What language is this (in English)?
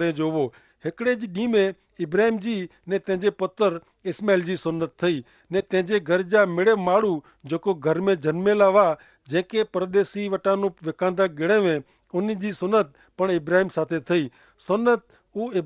Kachhi